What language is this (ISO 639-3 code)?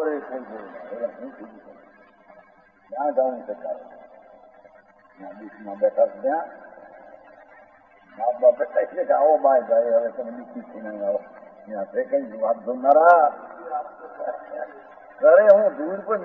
guj